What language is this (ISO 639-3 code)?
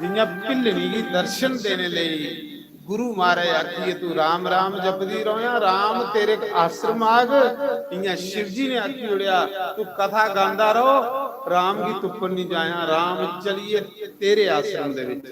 doi